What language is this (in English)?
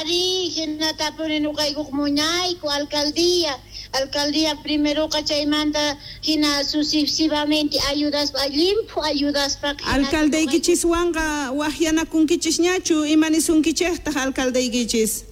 South Bolivian Quechua